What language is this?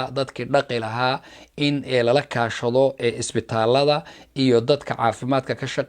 Somali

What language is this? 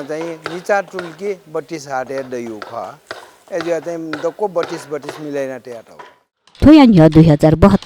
Newari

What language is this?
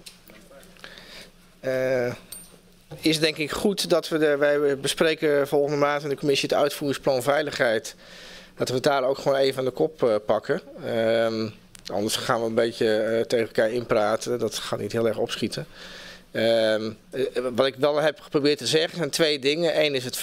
Dutch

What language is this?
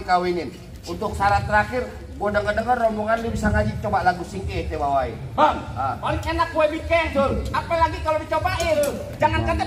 Betawi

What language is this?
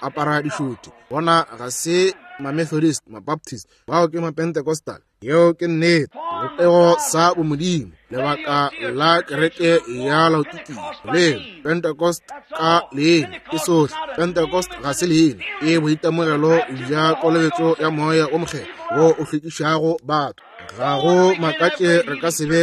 Northern Sotho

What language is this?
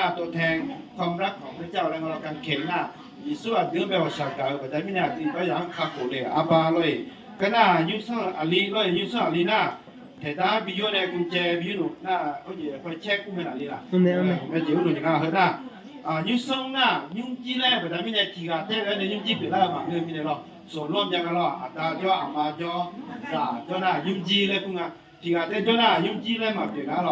Akha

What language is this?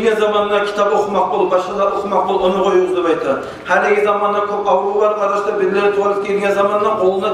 Kumyk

